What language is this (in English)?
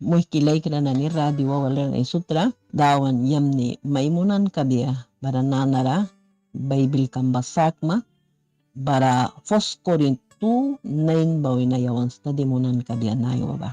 Mískito